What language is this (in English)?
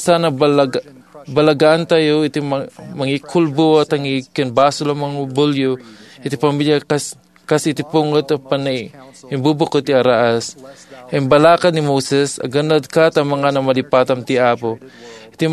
Iloko